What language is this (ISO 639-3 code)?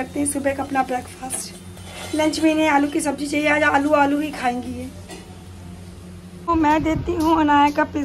hin